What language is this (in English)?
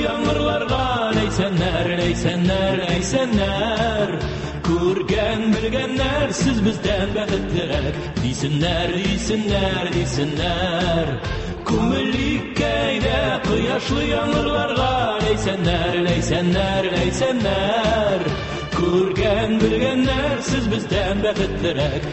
Tatar